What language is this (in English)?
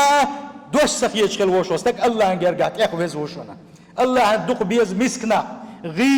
Chechen